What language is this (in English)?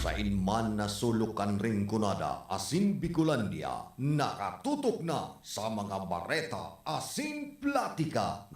Bikol